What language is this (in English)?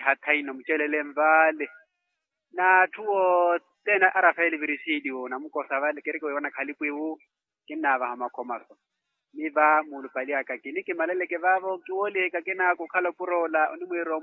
Makhuwa